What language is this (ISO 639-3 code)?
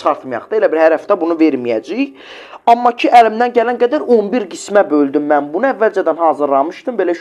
aze